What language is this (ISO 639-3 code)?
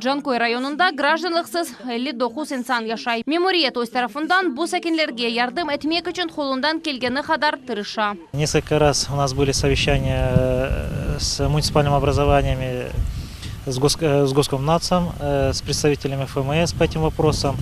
crh